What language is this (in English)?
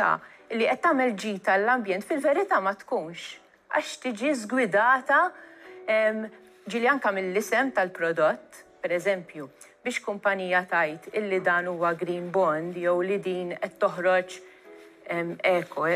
Maltese